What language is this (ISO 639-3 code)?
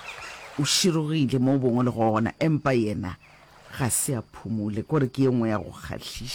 nso